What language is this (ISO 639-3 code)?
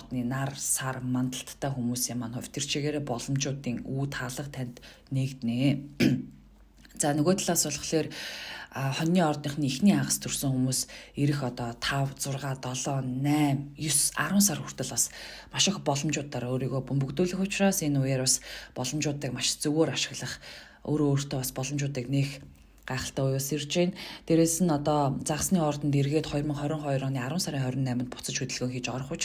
mon